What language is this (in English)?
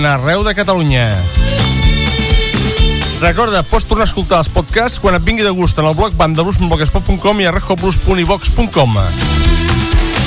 Catalan